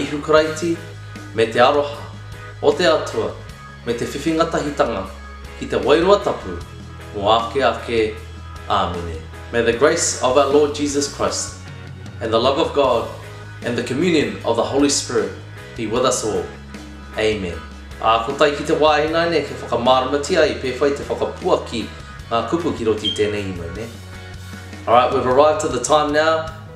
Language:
Māori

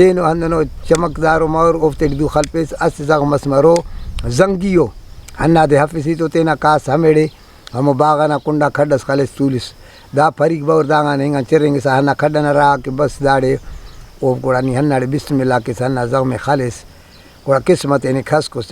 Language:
Brahui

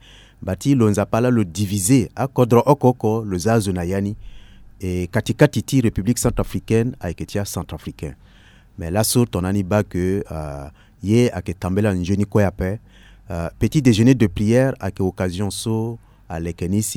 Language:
Sango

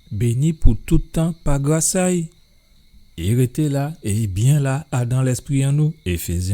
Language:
Guadeloupean Creole French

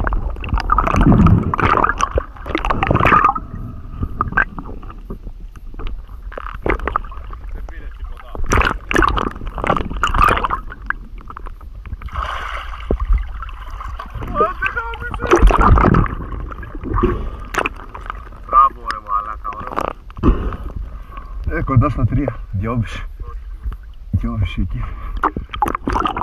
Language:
Greek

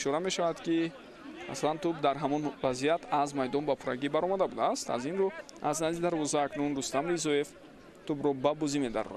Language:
Tajik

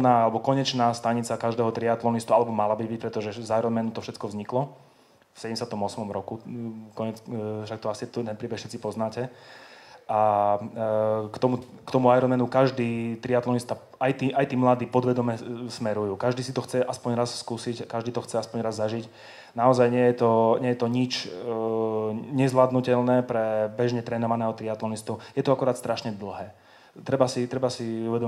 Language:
Slovak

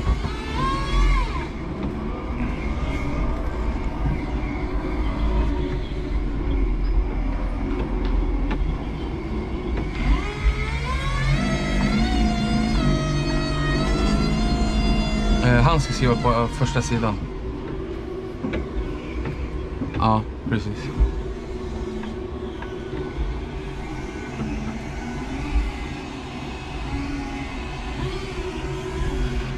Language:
Swedish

